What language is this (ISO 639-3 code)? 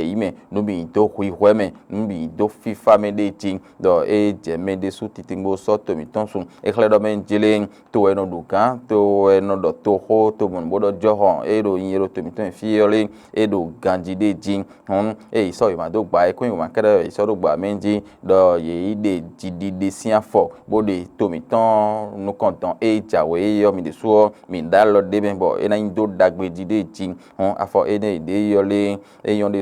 fon